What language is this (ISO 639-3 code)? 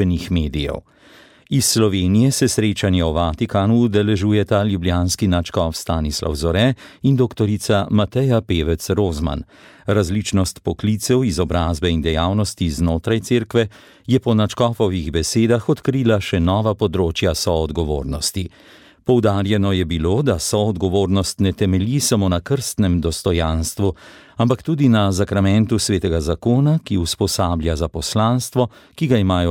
slv